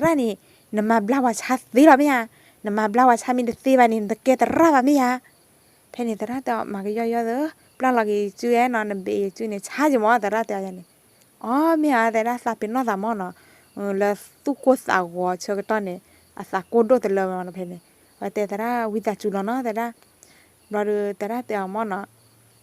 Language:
S'gaw Karen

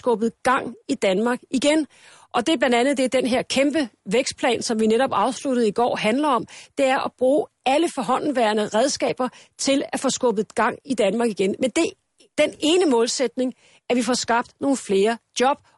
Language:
Danish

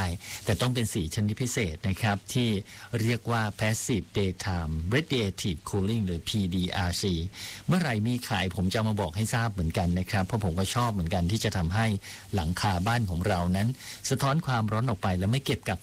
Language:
Thai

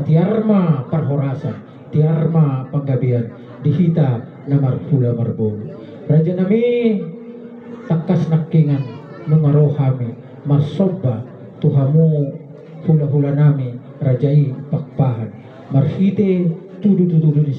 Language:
Batak Toba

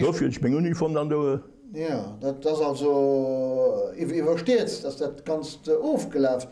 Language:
Luxembourgish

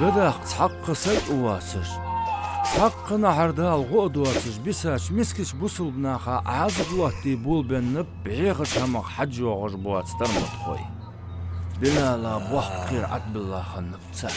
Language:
Ingush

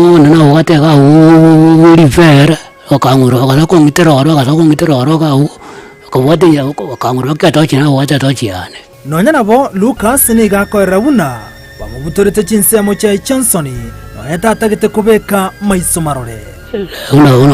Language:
Gusii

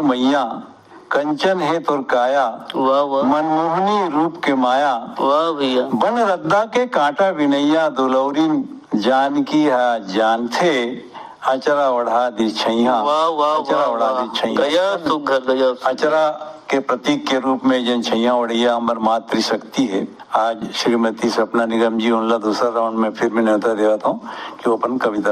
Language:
Chhattisgarhi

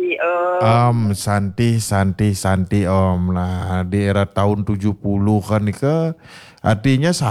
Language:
Balinese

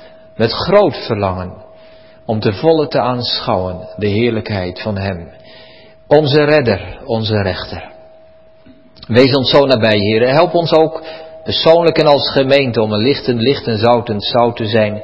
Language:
Dutch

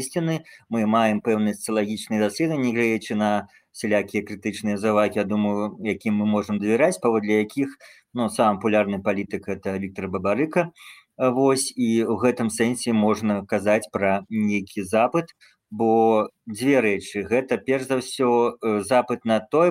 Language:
Belarusian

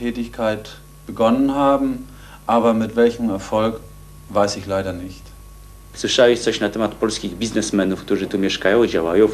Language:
Polish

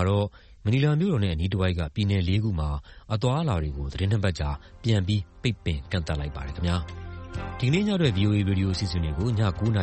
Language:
Burmese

